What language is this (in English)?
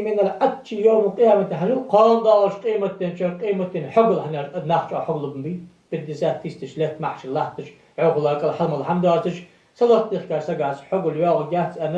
Ingush